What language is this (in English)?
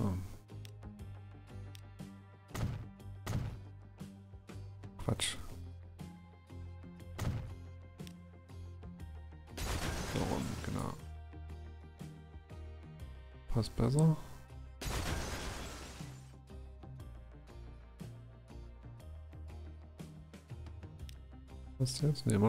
German